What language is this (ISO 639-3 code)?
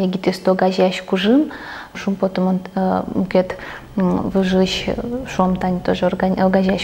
udm